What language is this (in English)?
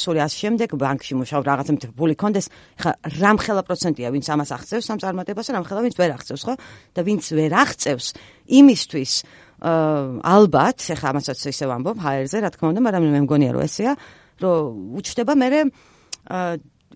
Georgian